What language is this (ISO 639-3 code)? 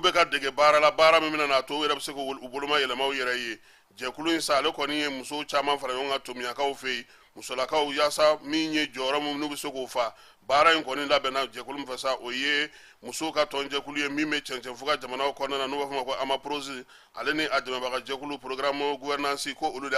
bam